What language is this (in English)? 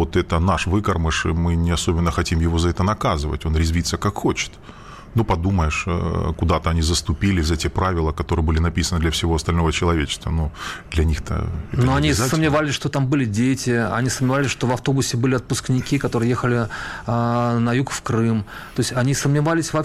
Russian